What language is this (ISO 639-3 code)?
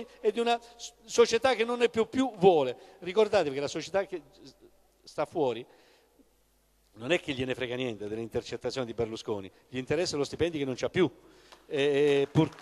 ita